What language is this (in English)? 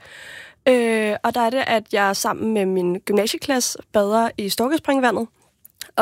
Danish